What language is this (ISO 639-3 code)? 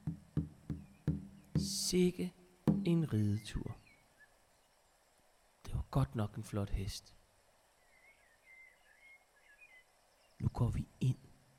dan